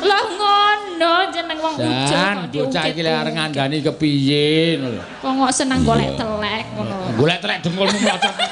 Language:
Javanese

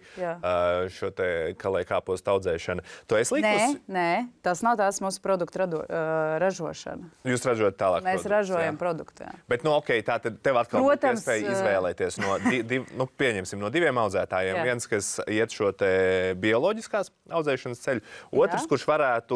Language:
Latvian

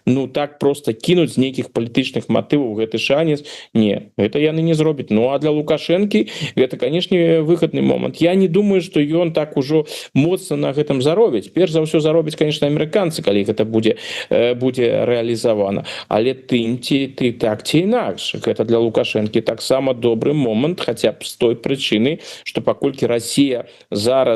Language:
Belarusian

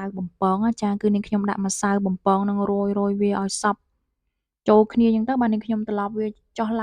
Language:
Khmer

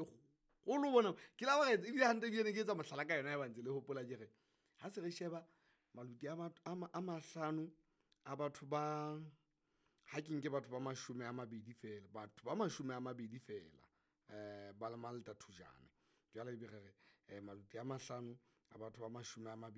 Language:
Southern Sotho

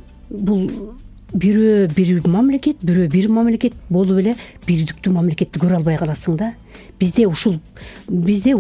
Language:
Kyrgyz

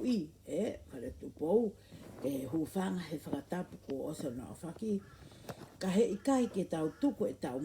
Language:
Tongan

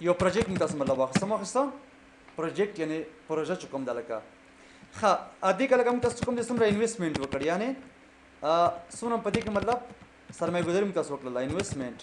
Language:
Pashto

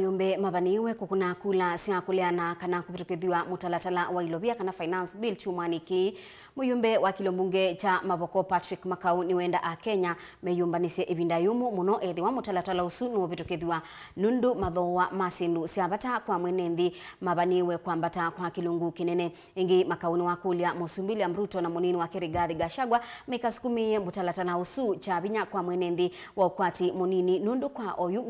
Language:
Kamba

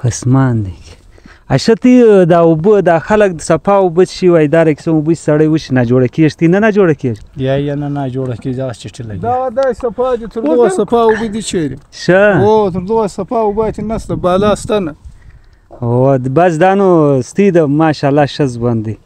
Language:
Pashto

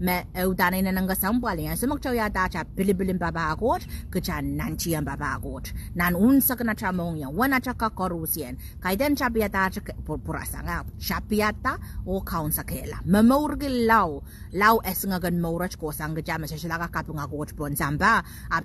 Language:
Pohnpeian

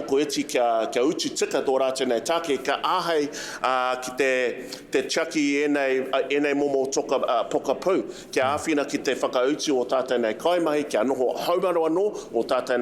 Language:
Māori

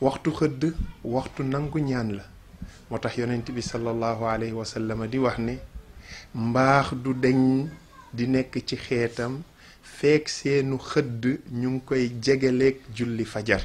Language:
Wolof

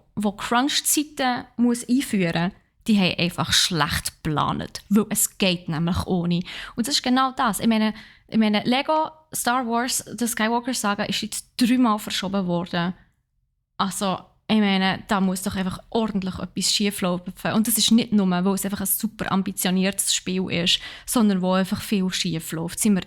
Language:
Swiss German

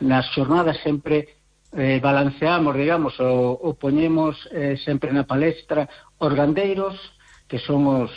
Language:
Galician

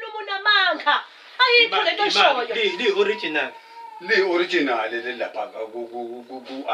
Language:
Zulu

